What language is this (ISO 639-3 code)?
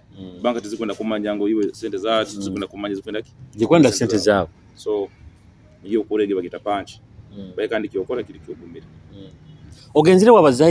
nyo